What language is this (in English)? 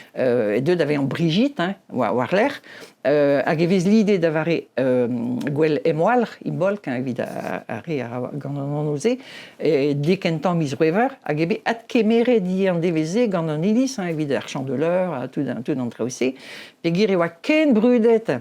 Breton